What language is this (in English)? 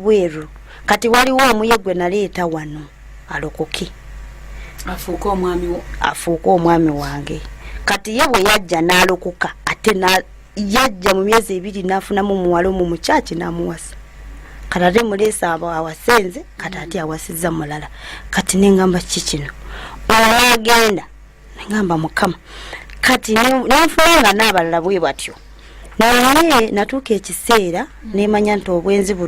Ganda